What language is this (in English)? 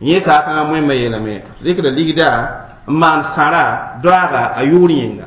Mossi